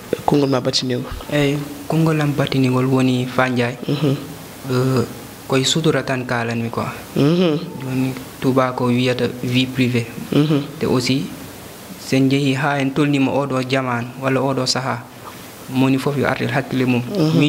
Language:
Fula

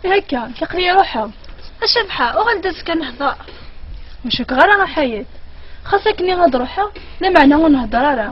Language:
Kabyle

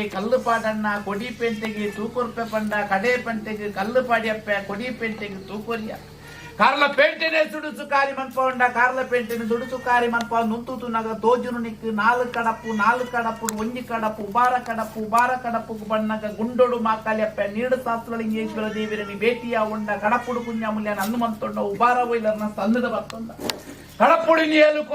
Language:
Tulu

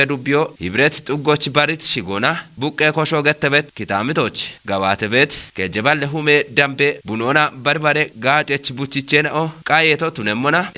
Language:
Kafa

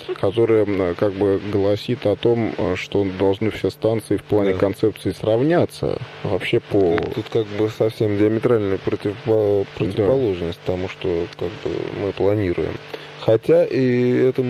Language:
Russian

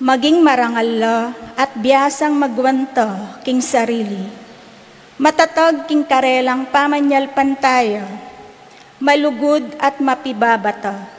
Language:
Pampanga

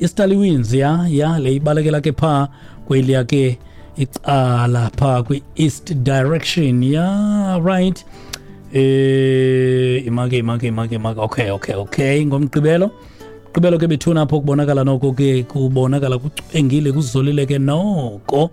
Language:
Xhosa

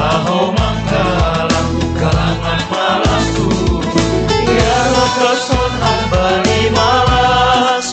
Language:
Batak Simalungun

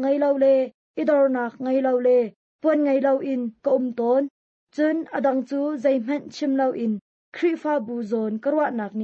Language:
Hakha Chin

